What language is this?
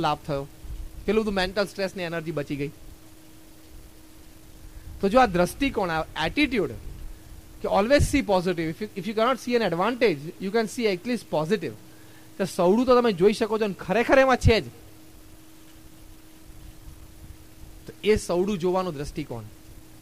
Gujarati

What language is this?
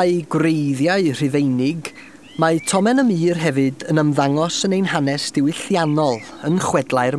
Welsh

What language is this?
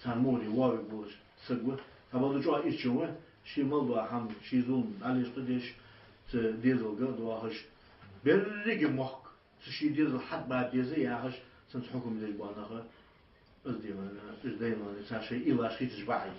Ingush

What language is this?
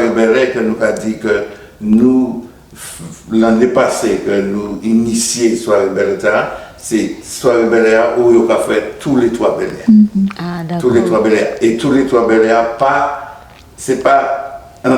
Guadeloupean Creole French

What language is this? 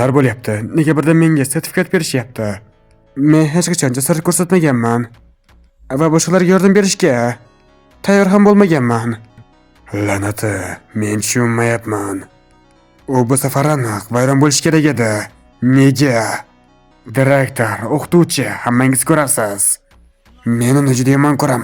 Uzbek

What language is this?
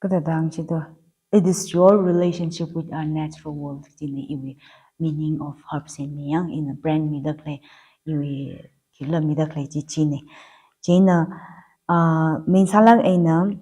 Tangkhul Naga (India)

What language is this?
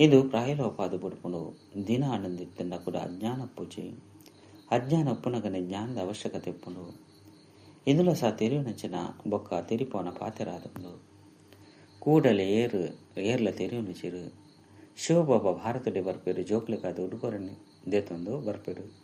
Tulu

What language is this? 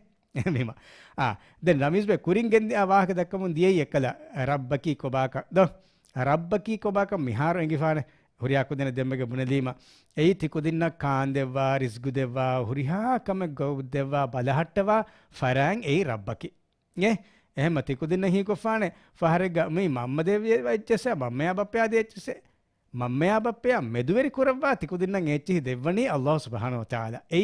Divehi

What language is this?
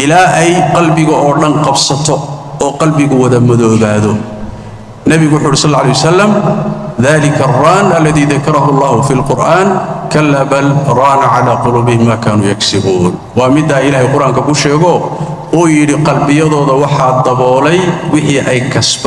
Somali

